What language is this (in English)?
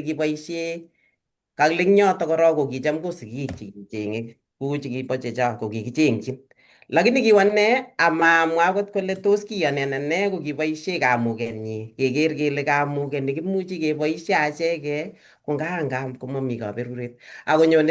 Kalenjin